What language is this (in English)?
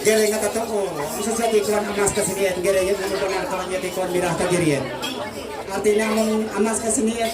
Ma'anyan